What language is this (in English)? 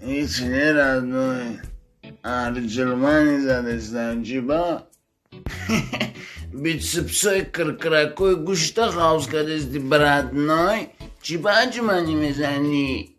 Tajik